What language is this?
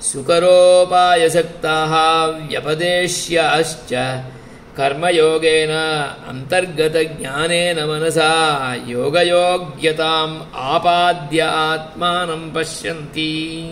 Sanskrit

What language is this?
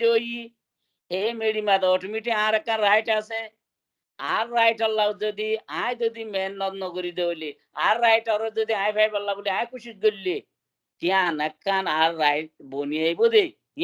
Rohingya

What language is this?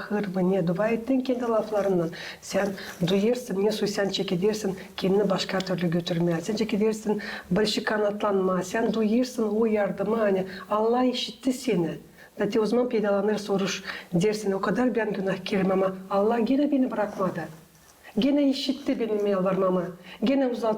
Gagauz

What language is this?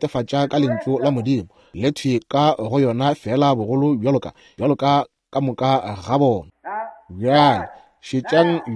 Northern Sotho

